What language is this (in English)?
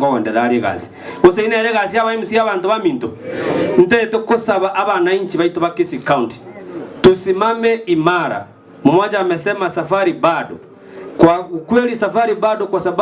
Gusii